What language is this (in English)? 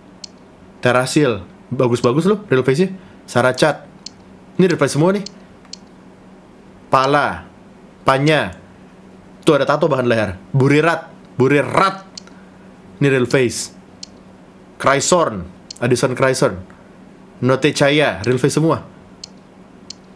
Indonesian